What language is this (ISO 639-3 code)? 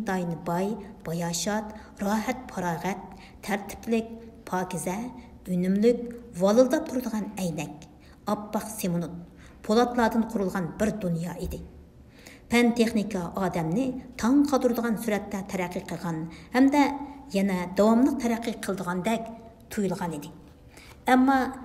uig